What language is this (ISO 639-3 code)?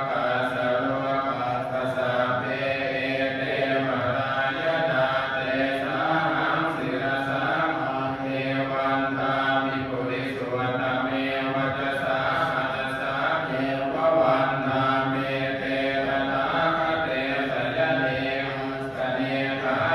pli